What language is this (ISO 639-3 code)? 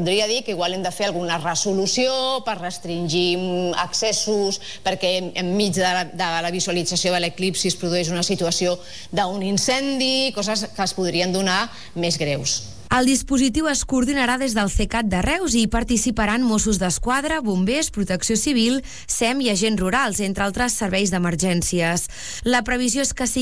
cat